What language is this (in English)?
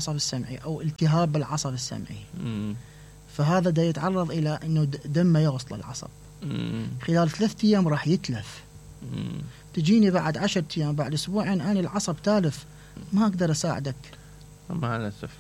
Mesopotamian Arabic